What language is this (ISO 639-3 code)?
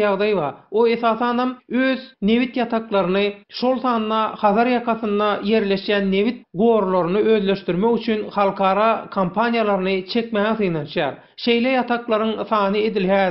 tuk